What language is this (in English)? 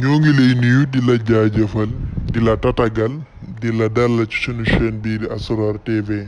Wolof